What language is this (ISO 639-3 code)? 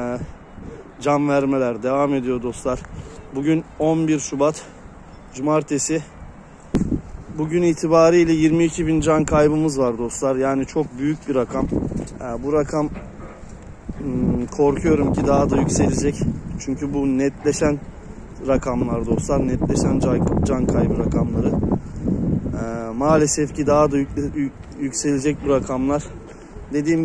tur